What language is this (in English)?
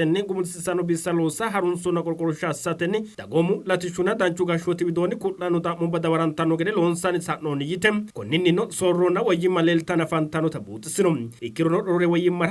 Sidamo